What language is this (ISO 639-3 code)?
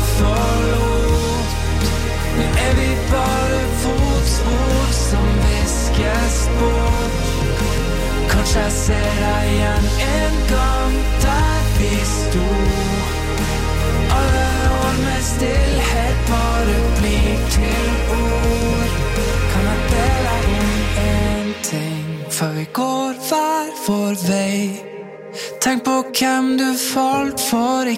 nor